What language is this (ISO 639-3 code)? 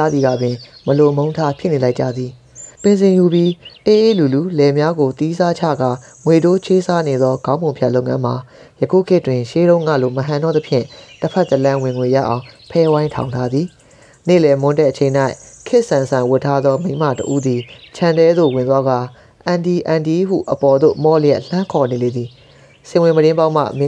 mya